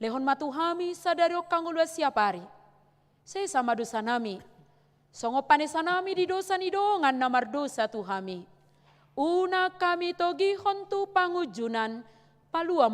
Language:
Batak Toba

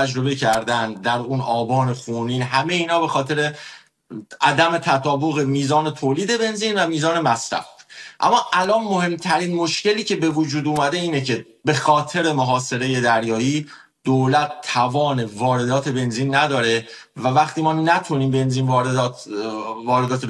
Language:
Persian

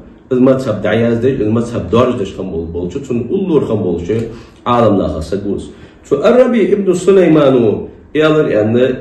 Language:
Ingush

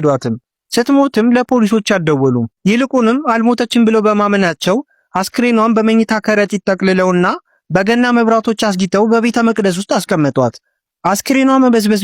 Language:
Amharic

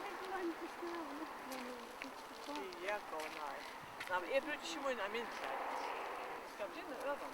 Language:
Faroese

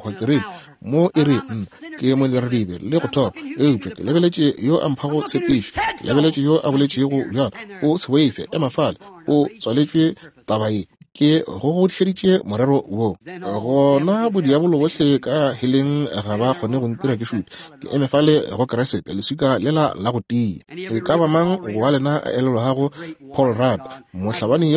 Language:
Northern Sotho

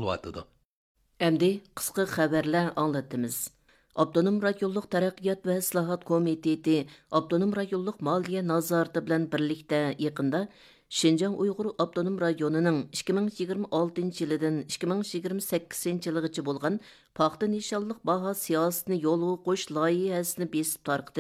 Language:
Uyghur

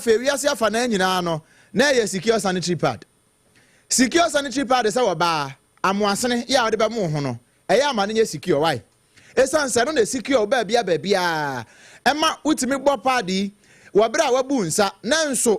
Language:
Akan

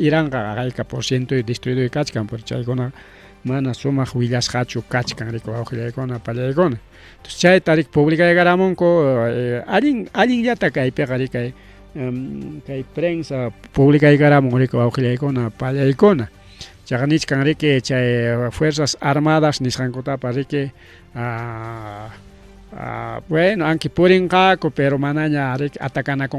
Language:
Ayacucho Quechua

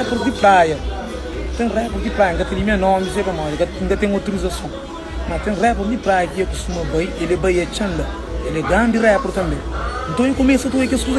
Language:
Kabuverdianu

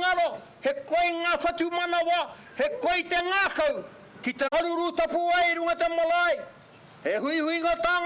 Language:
Māori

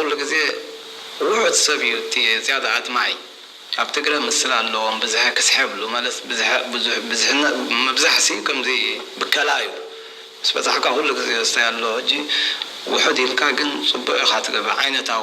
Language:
Tigrinya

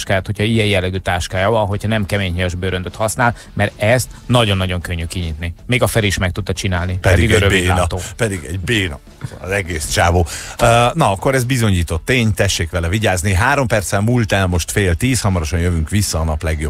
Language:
Hungarian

